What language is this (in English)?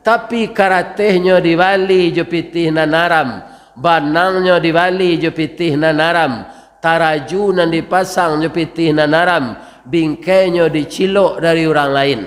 Minangkabau